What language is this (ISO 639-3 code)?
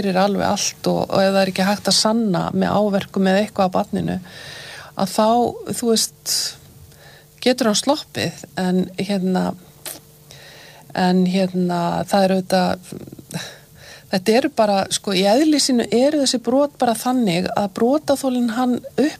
isl